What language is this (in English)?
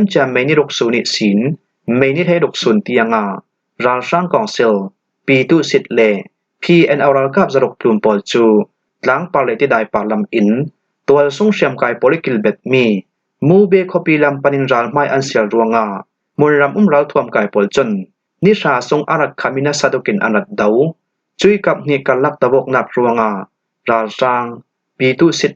Falam Chin